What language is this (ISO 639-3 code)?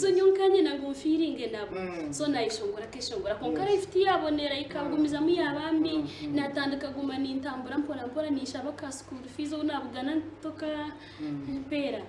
nyn